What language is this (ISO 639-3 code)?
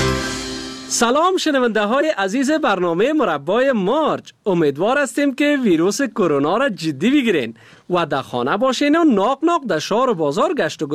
fas